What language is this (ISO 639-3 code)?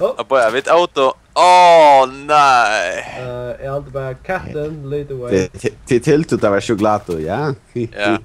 fao